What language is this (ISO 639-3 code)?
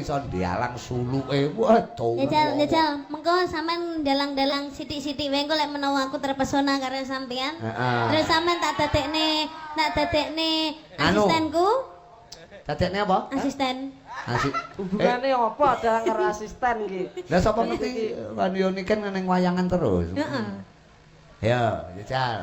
jav